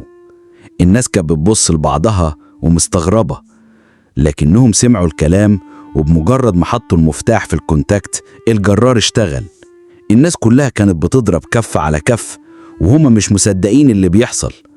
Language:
Egyptian Arabic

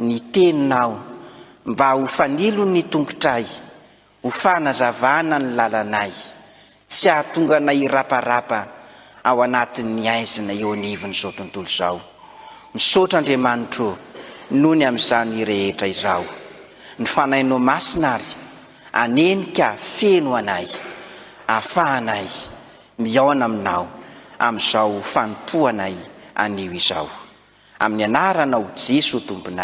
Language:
Malagasy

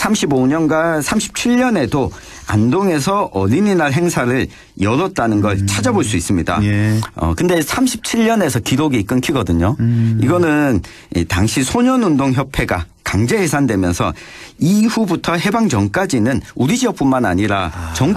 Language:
Korean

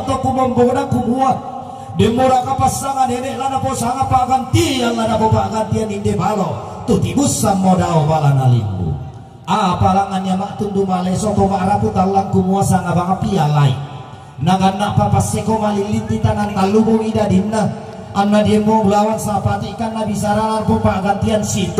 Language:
Toraja-Sa'dan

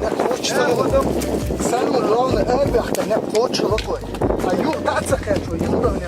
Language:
Chechen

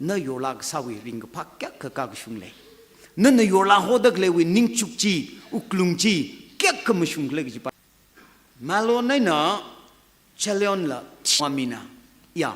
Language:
Tangkhul Naga (India)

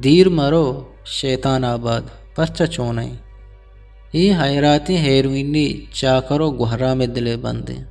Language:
Eastern Balochi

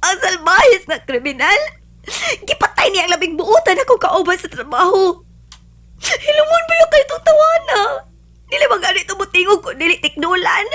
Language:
Cebuano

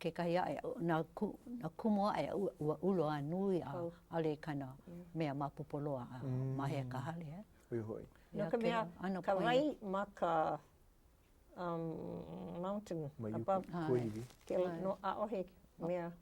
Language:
Hawaiian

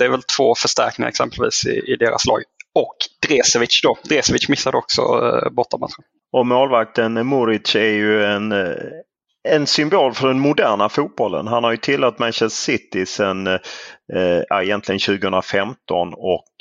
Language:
Swedish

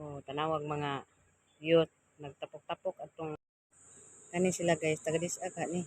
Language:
Cebuano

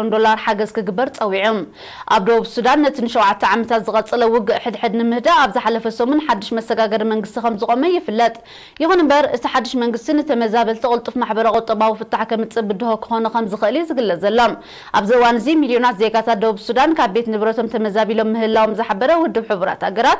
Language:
Tigrinya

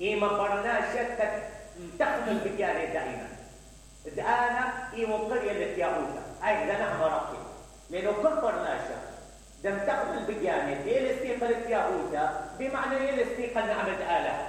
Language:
Mesopotamian Arabic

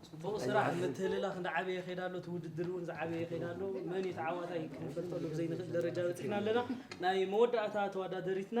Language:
Tigrinya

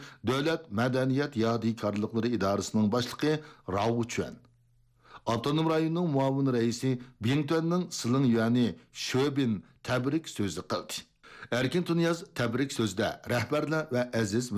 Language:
Uyghur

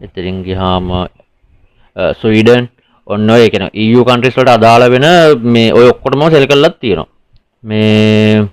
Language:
Sinhala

